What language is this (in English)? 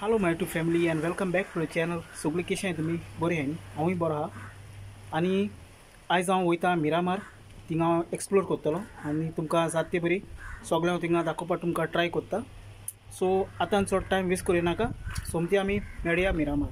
Konkani